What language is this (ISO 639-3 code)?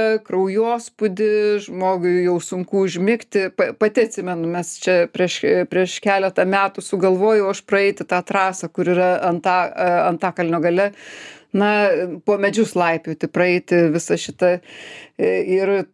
lit